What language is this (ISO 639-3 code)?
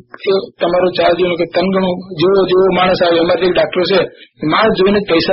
guj